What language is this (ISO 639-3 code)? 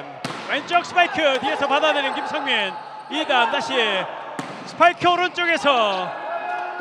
kor